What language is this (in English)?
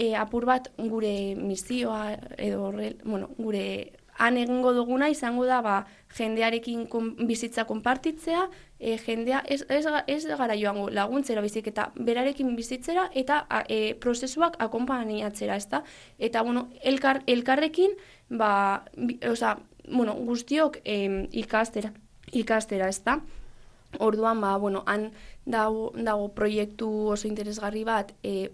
Basque